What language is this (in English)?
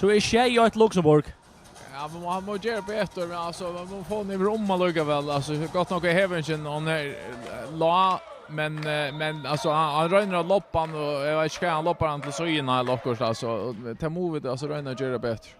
Faroese